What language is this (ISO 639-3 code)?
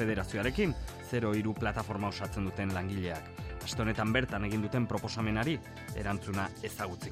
eus